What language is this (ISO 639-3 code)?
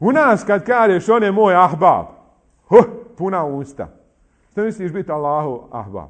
bos